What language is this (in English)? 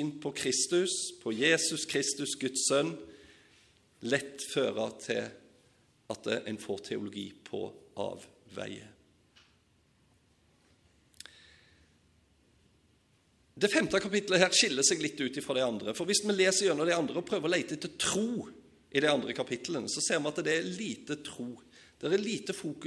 Norwegian